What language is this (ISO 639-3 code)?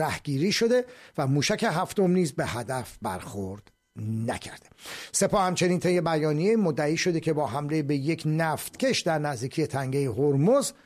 fas